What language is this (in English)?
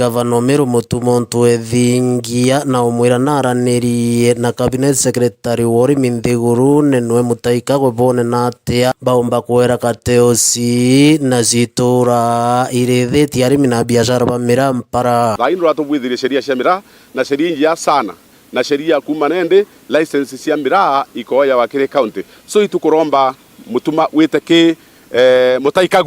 Meru